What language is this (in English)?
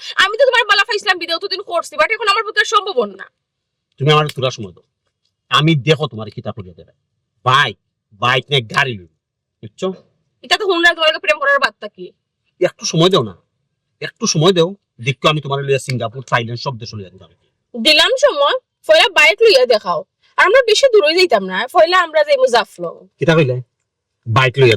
Sylheti